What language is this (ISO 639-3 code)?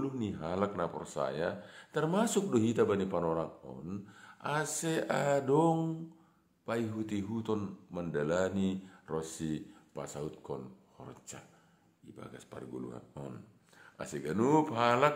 bts